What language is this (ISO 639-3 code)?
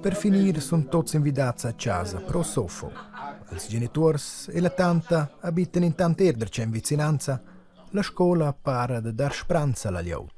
roh